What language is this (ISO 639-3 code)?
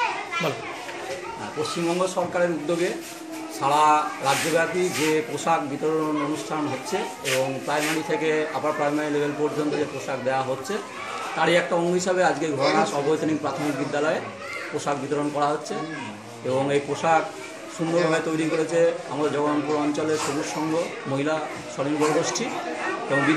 ben